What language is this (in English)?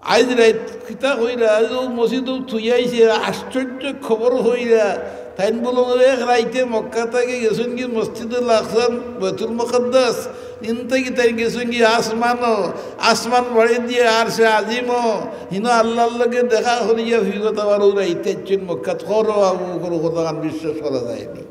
Sylheti